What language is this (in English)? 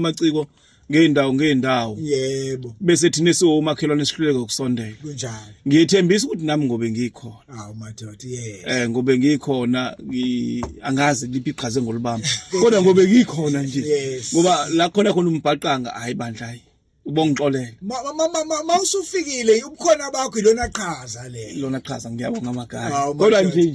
Zulu